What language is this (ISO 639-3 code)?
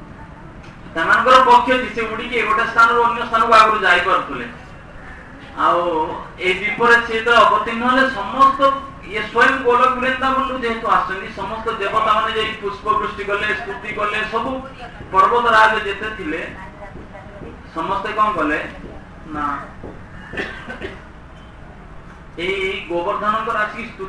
ori